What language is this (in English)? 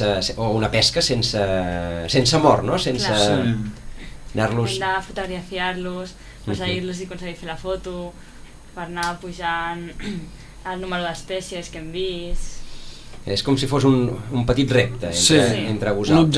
Catalan